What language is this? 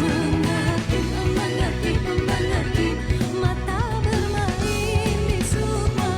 Musi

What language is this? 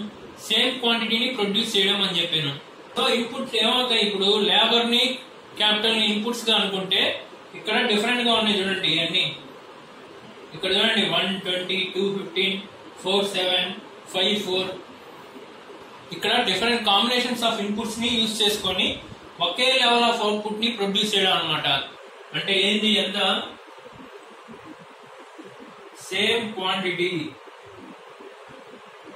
Telugu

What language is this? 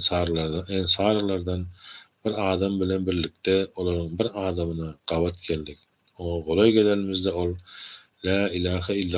Turkmen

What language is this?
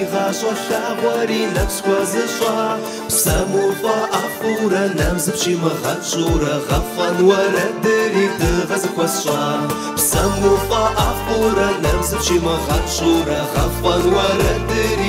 Kabardian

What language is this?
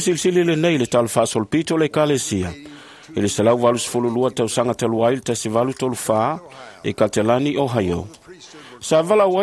Samoan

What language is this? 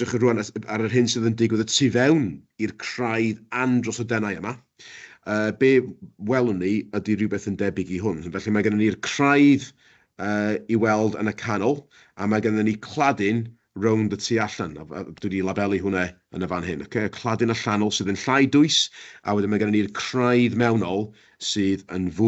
Welsh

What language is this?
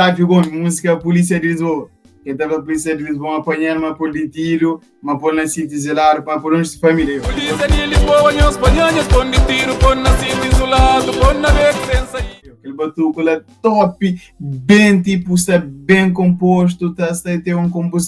Kabuverdianu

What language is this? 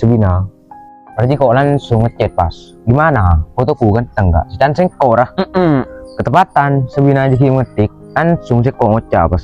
Madurese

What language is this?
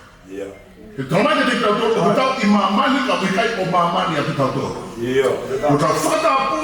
Tongan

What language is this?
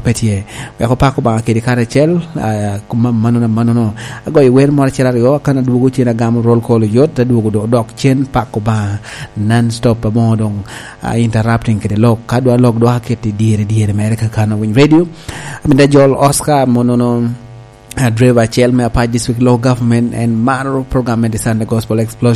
Lango (Uganda)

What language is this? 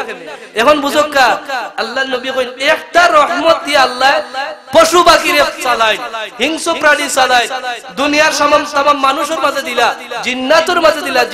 Sylheti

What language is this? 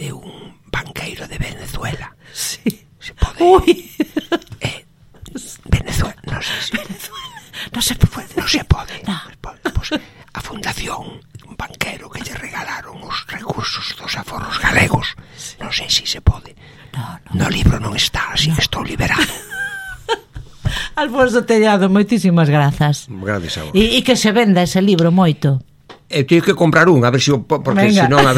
Galician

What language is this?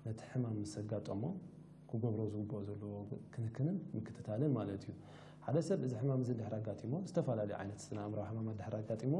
Tigrinya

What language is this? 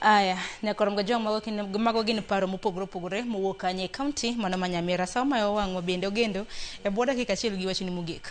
Luo (Kenya and Tanzania)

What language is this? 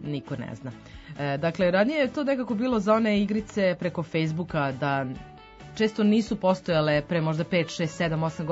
Serbian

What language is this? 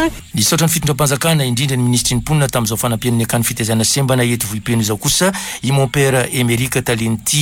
Malagasy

